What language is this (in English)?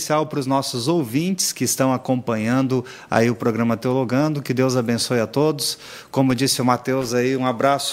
Portuguese